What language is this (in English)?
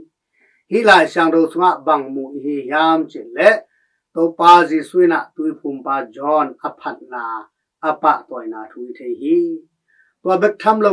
Tedim Chin